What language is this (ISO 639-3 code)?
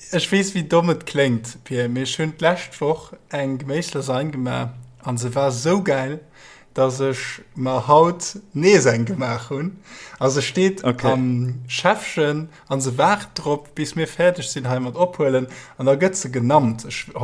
ltz